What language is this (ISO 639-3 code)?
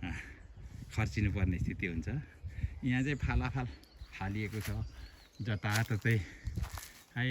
nep